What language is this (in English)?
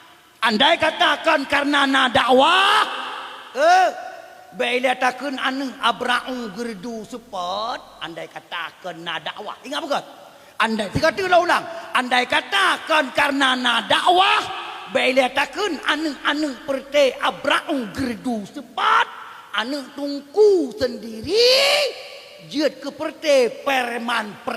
Achinese